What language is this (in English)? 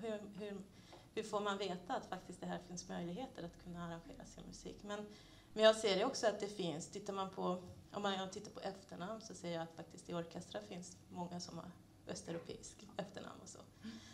Swedish